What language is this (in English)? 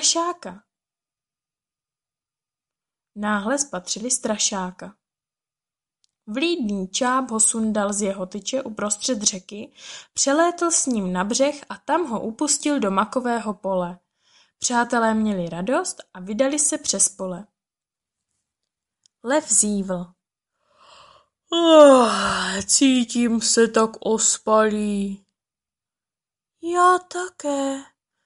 Czech